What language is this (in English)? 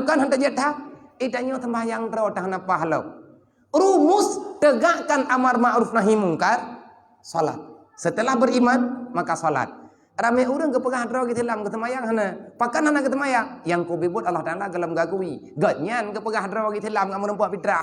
Achinese